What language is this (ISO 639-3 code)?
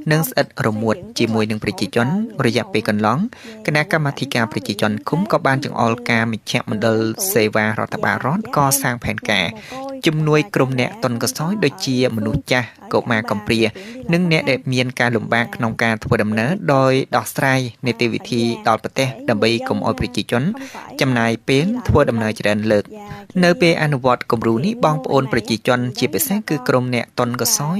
khm